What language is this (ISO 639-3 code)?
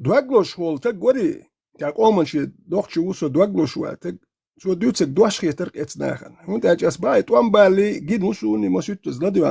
che